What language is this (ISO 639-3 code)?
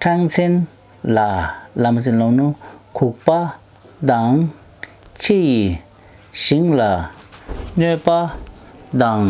bod